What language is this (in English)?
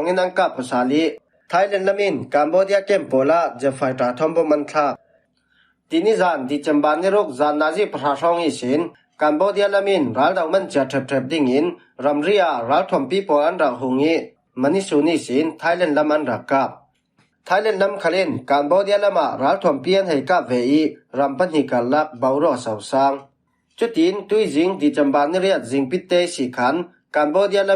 Falam Chin